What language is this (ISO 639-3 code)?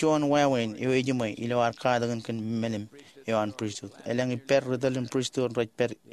mah